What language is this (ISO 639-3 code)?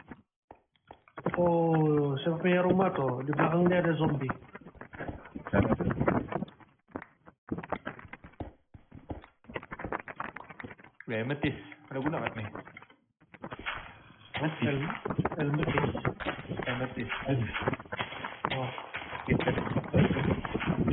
ind